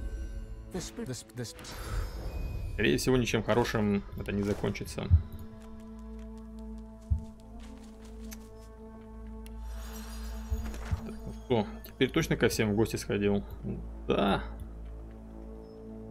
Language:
Russian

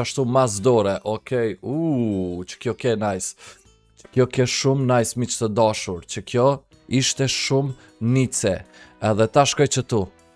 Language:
Albanian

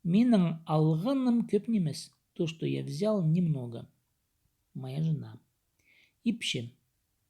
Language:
Khakas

